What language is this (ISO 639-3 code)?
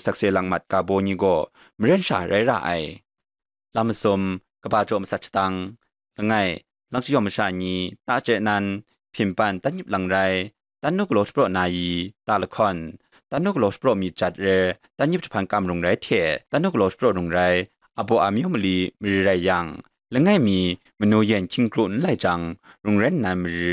kac